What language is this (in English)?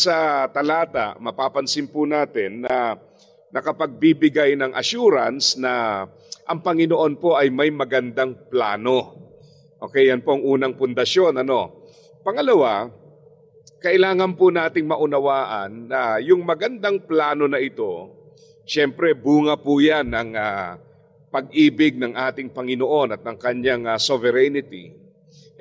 Filipino